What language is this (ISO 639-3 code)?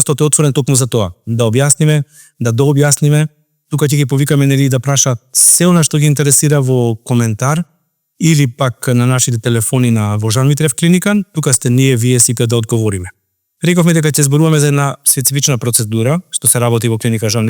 mkd